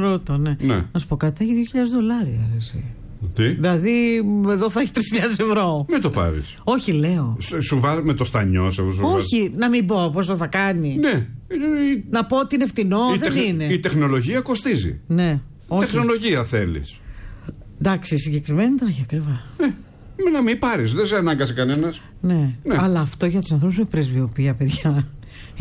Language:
Greek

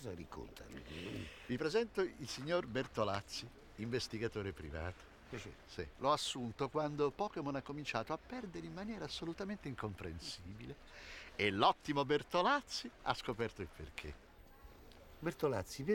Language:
Italian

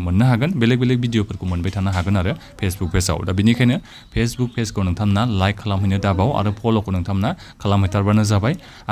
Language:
Bodo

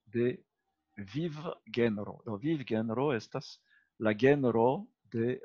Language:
Esperanto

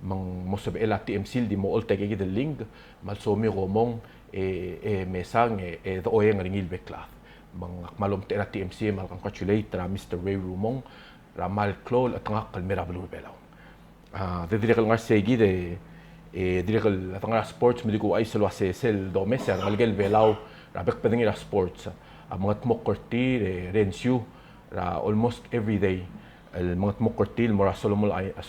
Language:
Palauan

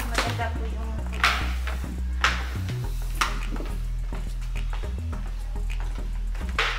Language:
Filipino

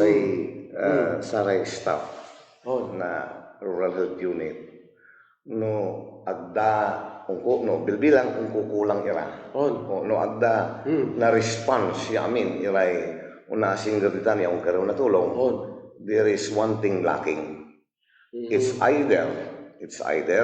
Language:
Pangasinan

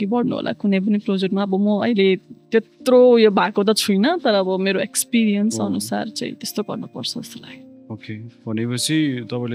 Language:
Nepali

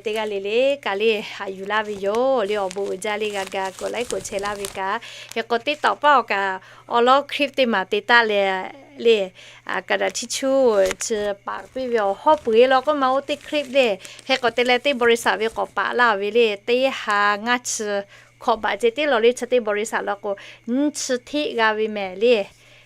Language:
Lahu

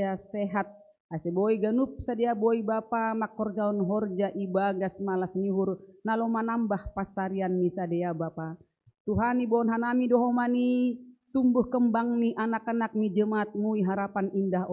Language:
Batak Simalungun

